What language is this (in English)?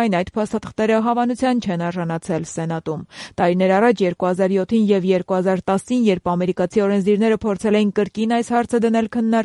Armenian